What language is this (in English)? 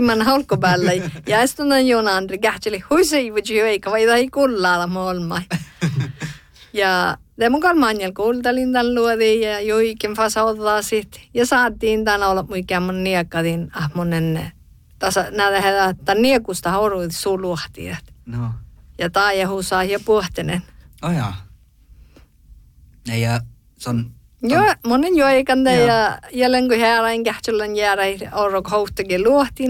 Northern Sami